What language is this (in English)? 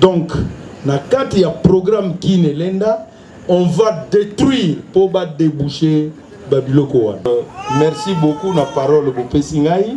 Lingala